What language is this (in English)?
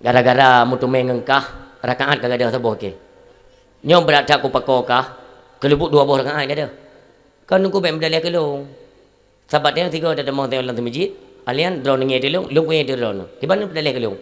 Achinese